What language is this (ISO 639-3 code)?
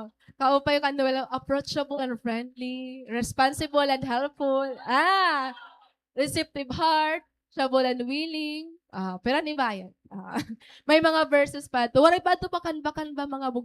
war